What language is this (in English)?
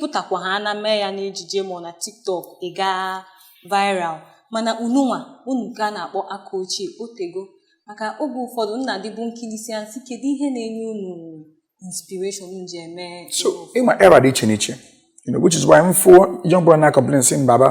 Igbo